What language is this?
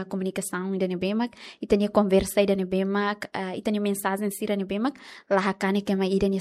Tetum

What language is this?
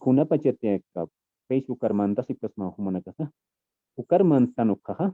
Aymara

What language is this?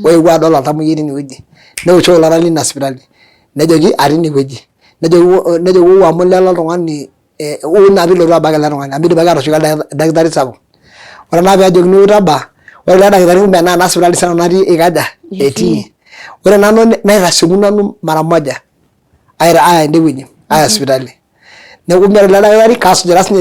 Masai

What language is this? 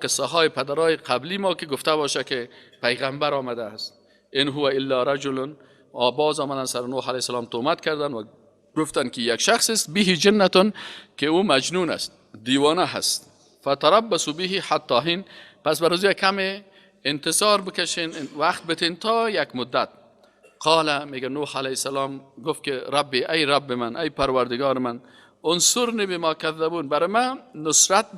Persian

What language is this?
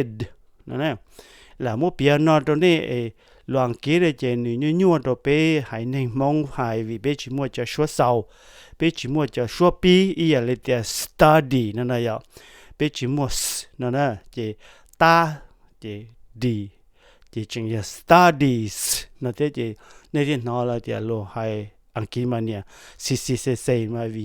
Hmong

